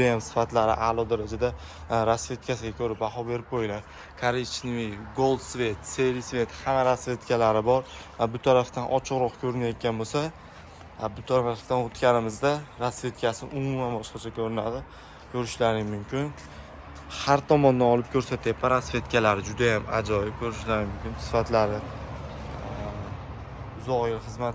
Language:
Uzbek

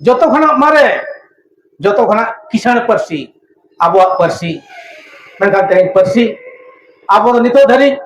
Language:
Santali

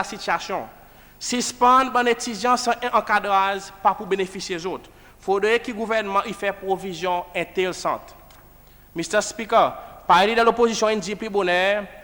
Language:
Seselwa Creole French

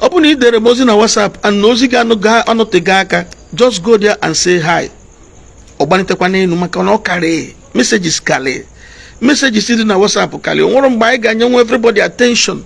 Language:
Igbo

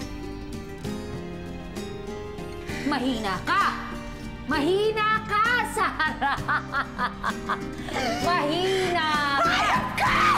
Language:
Filipino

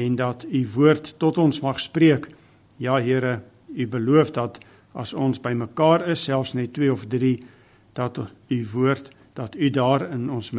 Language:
Afrikaans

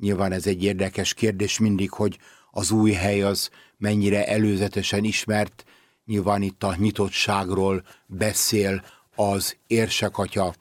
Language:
Hungarian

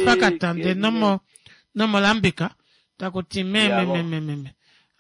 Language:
Kuanyama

